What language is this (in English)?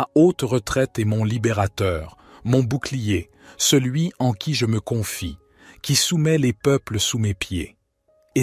French